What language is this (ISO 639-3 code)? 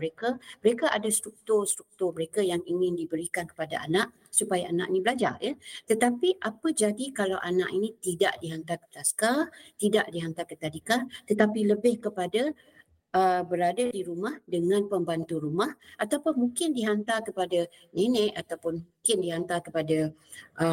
msa